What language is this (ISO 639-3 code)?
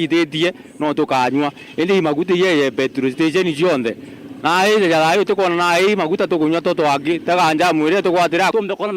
mer